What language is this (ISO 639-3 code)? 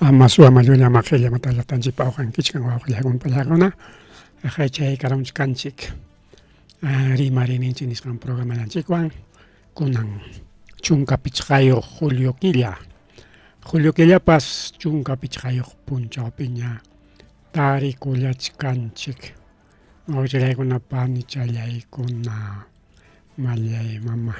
quy